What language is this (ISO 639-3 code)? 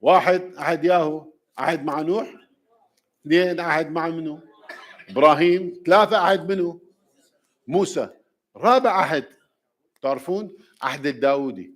acm